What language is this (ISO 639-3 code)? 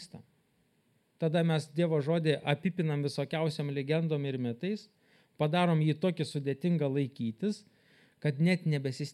lit